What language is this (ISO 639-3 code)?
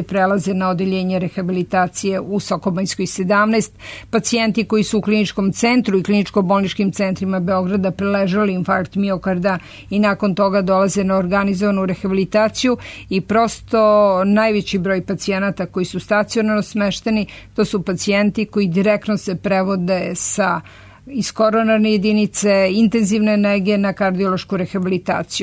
srp